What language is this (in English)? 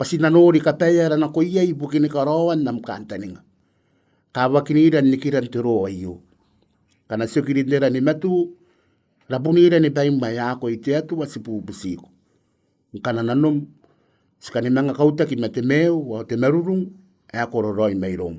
Gilbertese